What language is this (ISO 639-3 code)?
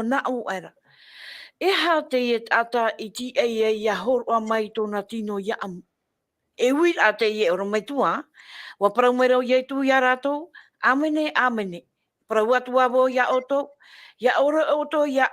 tah